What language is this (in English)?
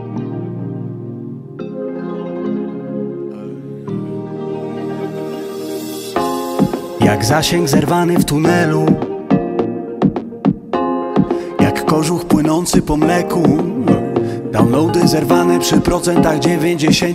Polish